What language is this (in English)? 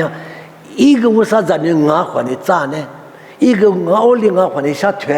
Lisu